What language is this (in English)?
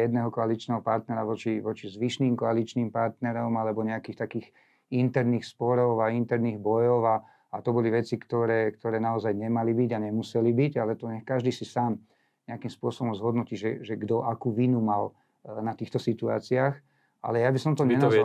Slovak